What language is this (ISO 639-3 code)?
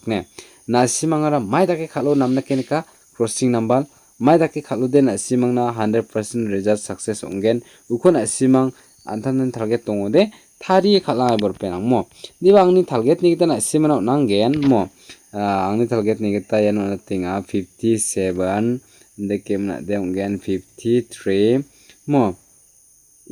grt